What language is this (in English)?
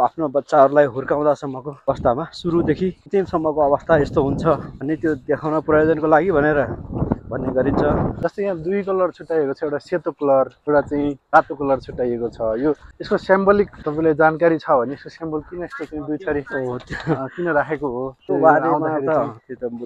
Nepali